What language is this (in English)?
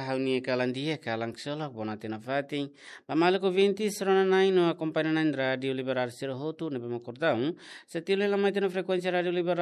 Tetum